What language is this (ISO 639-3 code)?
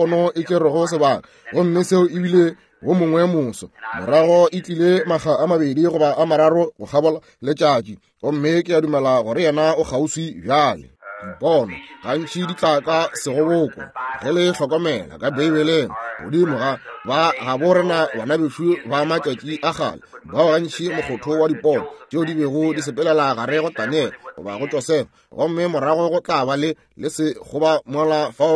nso